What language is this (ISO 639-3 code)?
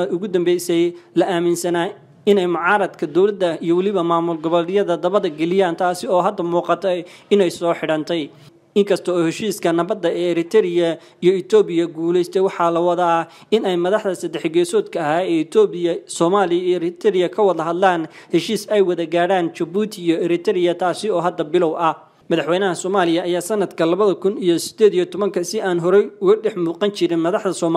som